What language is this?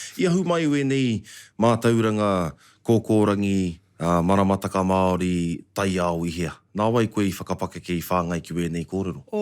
Māori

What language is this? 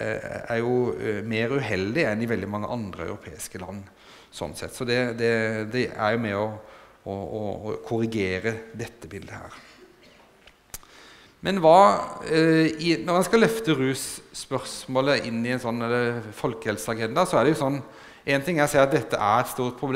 Norwegian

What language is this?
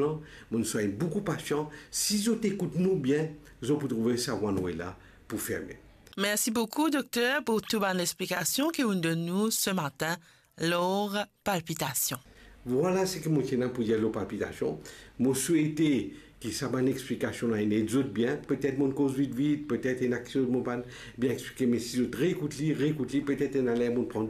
Morisyen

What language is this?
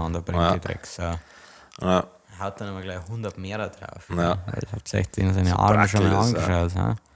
Bavarian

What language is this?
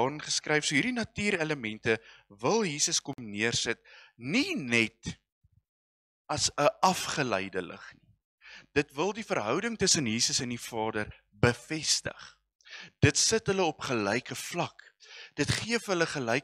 Afrikaans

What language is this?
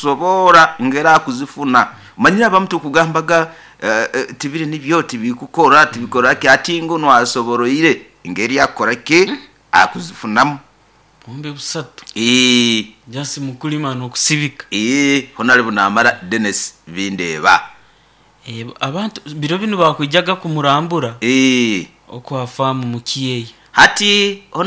Nyoro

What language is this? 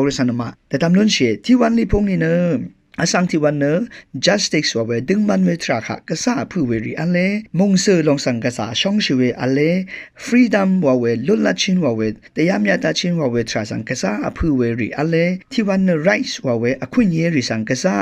Rawang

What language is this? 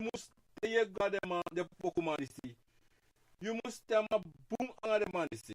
Sranan Tongo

